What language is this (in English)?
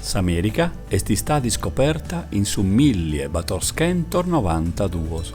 Sardinian